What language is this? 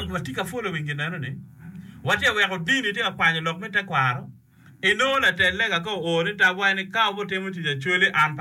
Acoli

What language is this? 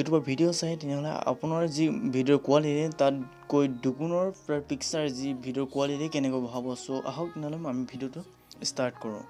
Assamese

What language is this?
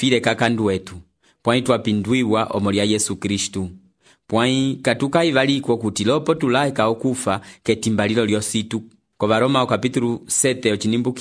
Umbundu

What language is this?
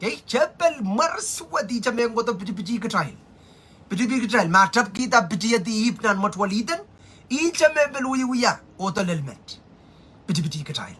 Pohnpeian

